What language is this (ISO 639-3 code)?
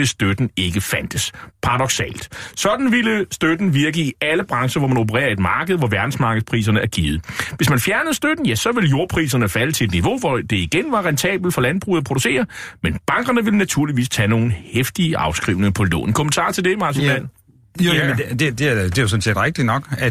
dan